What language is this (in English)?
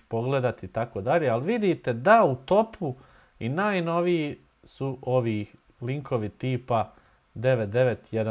Bosnian